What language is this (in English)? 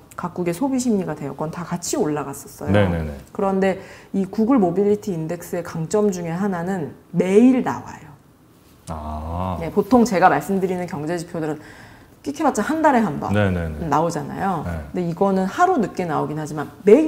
Korean